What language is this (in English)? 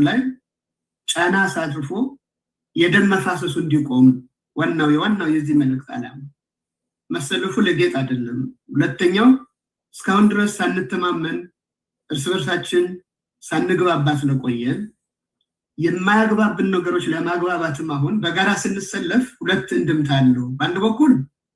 Amharic